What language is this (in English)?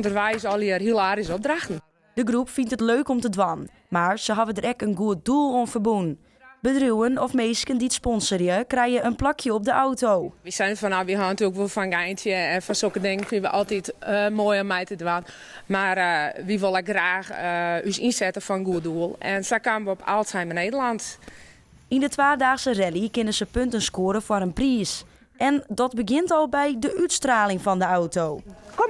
Western Frisian